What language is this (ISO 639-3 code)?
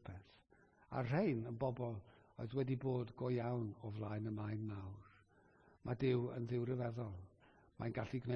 cym